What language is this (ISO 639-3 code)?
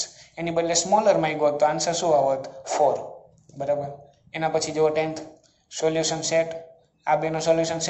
guj